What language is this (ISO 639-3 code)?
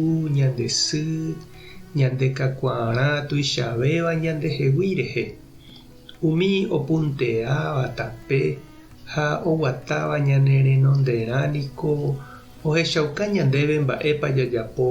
grn